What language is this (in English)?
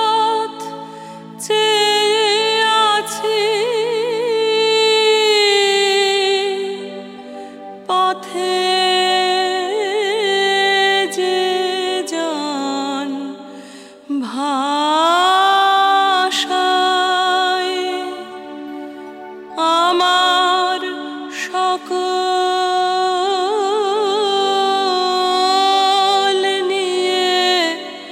Bangla